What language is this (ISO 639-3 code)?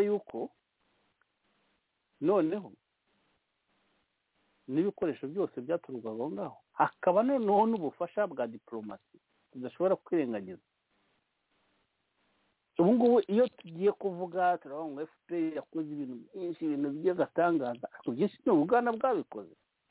kin